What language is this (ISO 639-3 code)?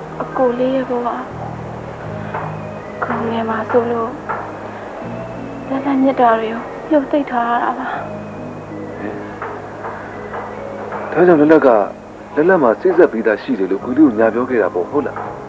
mya